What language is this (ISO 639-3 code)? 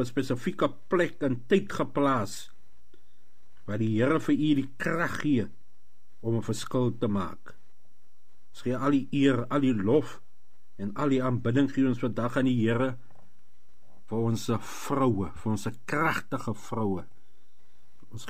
afr